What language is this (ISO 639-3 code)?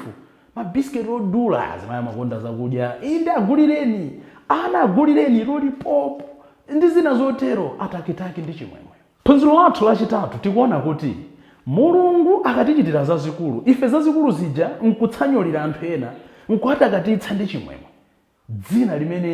nya